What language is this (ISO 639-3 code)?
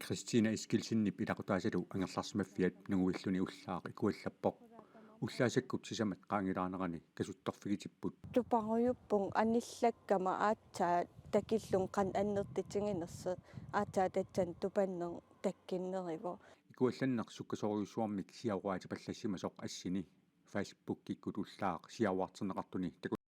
kal